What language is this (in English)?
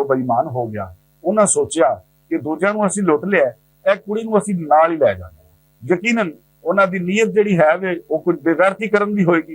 Western Panjabi